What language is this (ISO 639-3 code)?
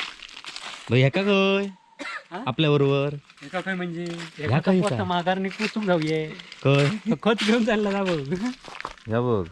kok